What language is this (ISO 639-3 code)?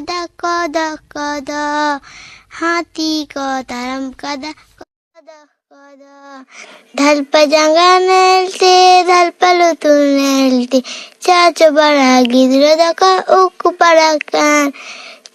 sat